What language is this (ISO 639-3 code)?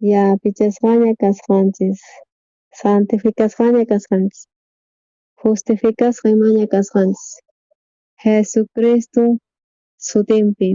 quh